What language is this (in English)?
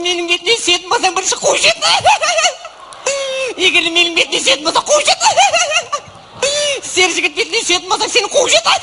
Kazakh